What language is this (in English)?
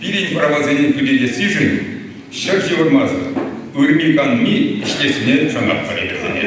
Chuvash